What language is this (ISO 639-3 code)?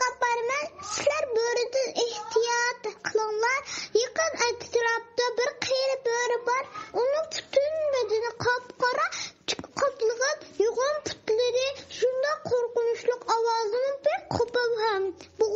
uig